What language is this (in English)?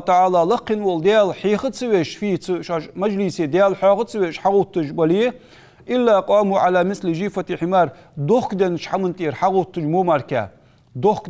Ingush